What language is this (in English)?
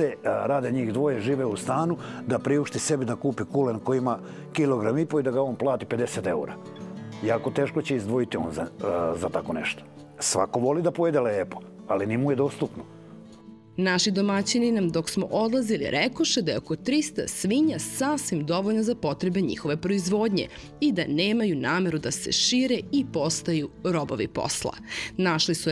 Serbian